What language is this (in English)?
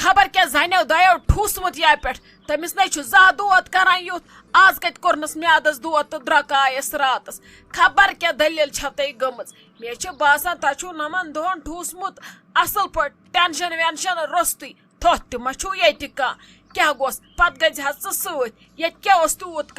Kashmiri